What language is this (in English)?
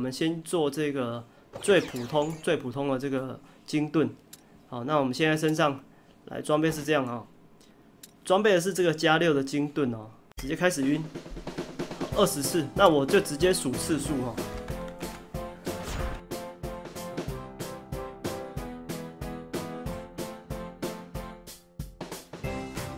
Chinese